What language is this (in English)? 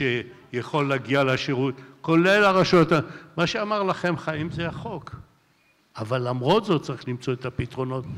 Hebrew